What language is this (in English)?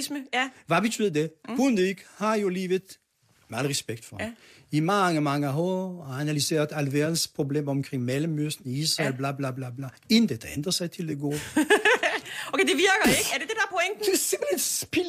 Danish